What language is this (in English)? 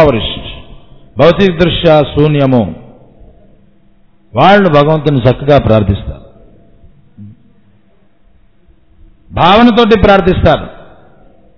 Telugu